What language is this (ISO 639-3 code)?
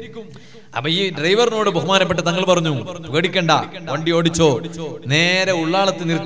mal